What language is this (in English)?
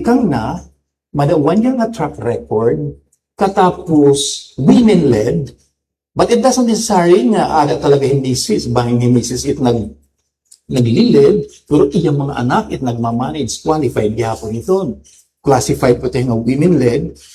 Waray